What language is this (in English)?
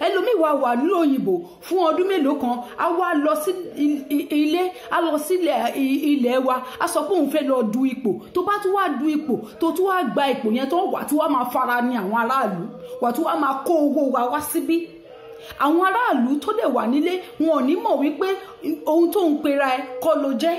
Yoruba